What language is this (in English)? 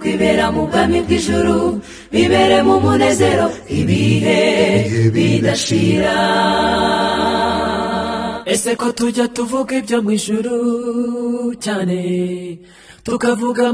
Kinyarwanda